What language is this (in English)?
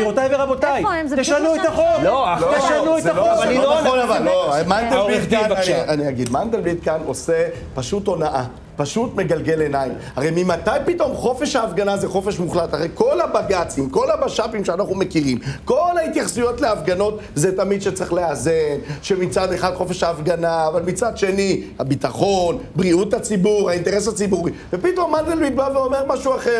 Hebrew